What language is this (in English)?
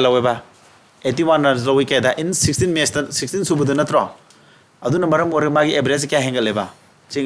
Manipuri